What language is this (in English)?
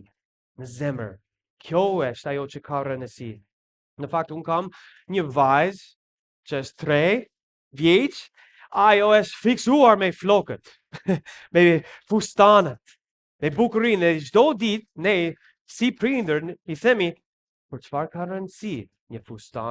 Albanian